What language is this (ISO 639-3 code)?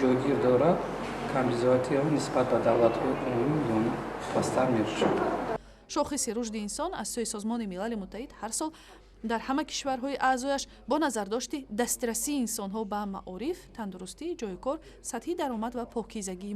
tgk